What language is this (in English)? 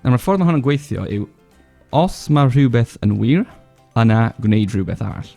Welsh